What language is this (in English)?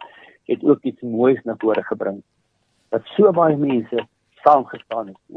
Afrikaans